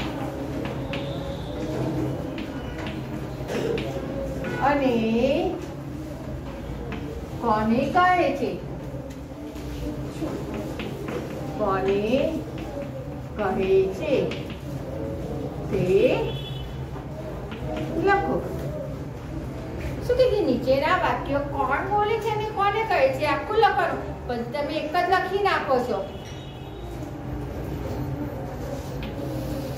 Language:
Gujarati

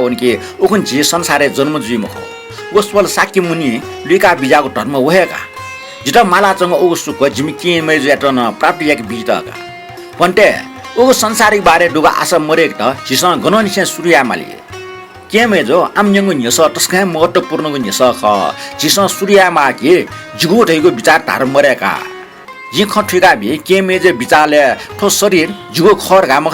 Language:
Newari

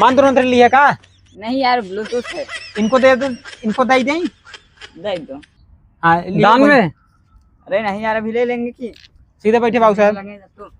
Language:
Awadhi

